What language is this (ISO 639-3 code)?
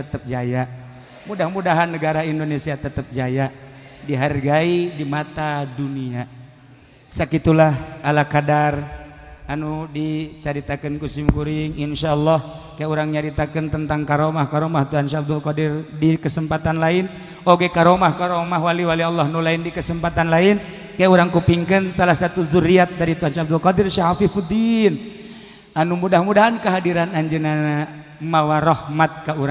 sun